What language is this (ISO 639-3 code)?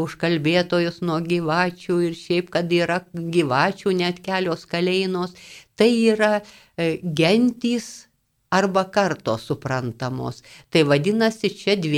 lit